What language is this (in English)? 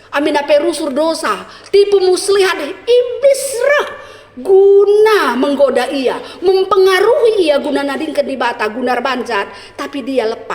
Batak Karo